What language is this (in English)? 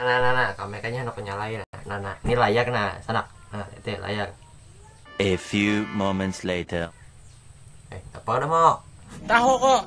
Banjar